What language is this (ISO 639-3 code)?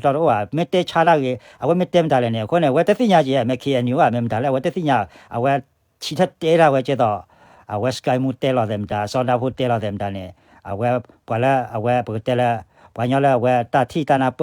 ksw